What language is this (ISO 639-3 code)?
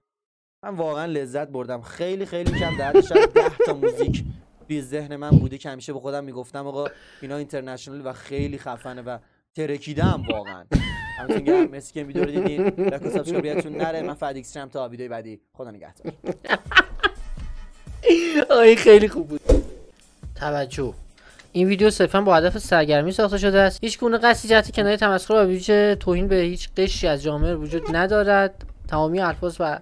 fas